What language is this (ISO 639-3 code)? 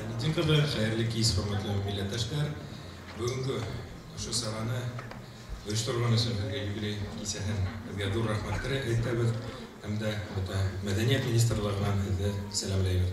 bak